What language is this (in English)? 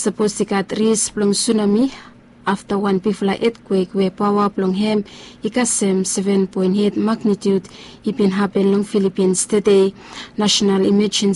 Bislama